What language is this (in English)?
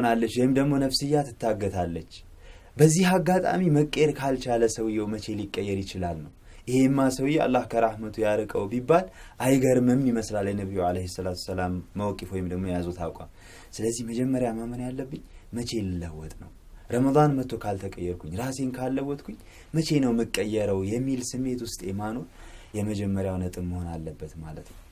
Amharic